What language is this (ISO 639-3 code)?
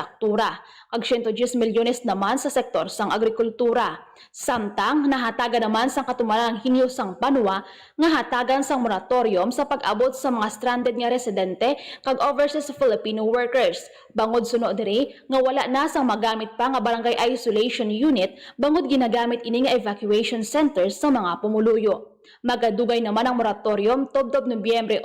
hil